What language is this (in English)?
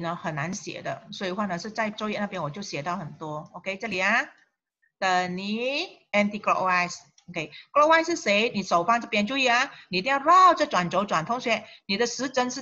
Chinese